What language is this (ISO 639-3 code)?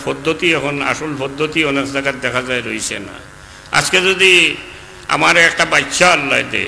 syl